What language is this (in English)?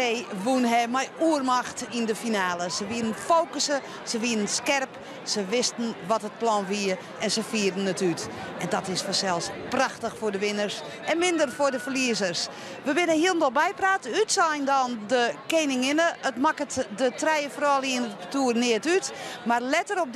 Western Frisian